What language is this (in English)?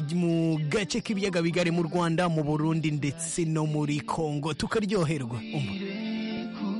Kinyarwanda